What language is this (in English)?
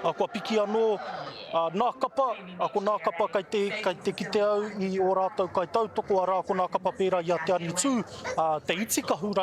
Māori